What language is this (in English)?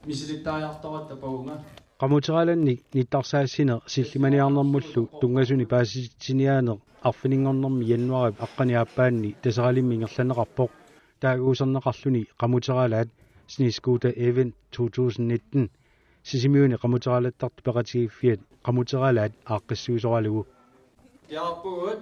Kalaallisut